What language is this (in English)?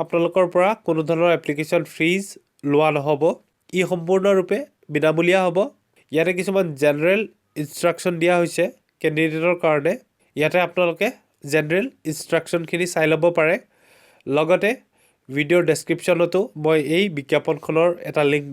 Assamese